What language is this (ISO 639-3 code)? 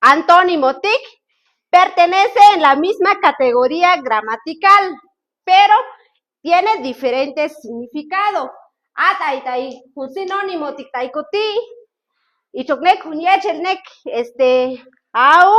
cac